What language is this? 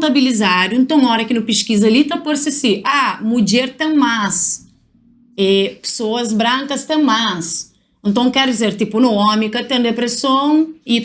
Kabuverdianu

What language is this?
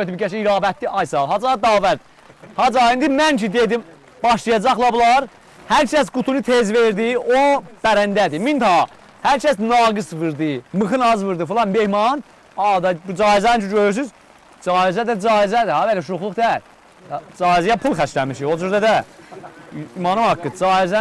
South Azerbaijani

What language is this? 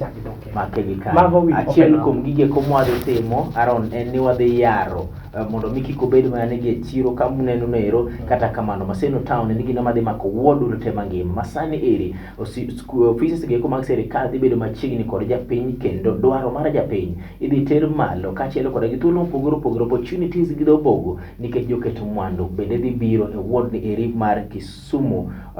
Luo (Kenya and Tanzania)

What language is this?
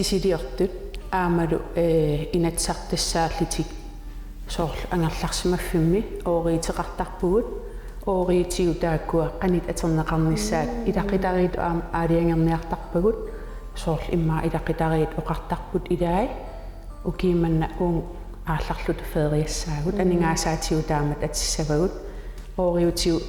Kalaallisut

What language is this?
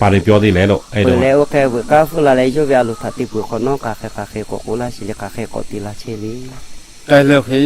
Lahu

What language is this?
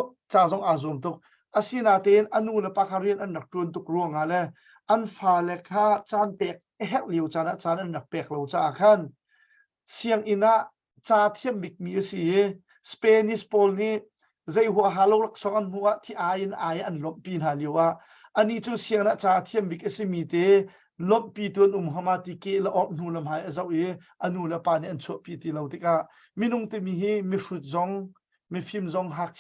Hakha Chin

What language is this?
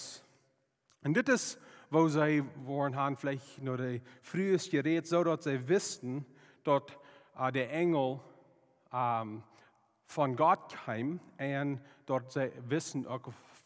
Plautdietsch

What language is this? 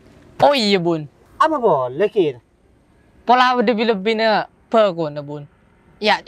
Madurese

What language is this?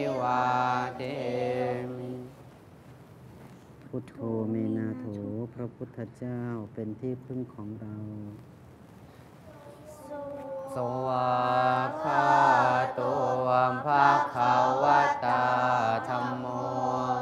Thai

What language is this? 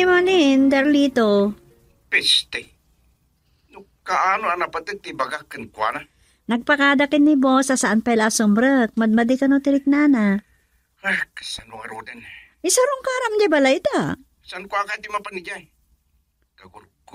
Iloko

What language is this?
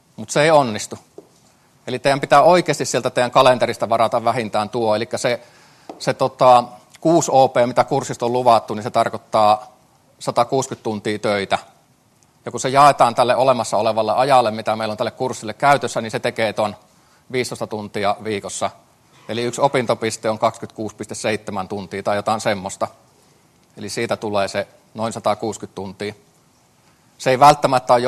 Finnish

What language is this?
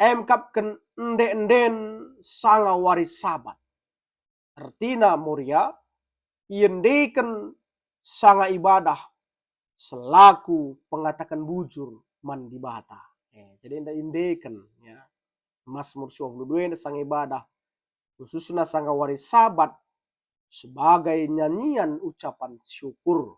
Batak Karo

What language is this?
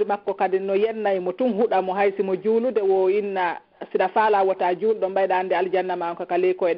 Fula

